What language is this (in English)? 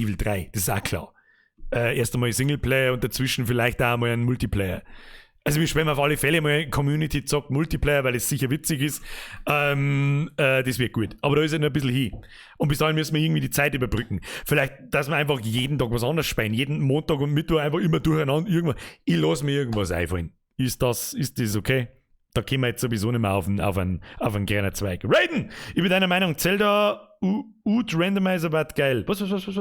Bavarian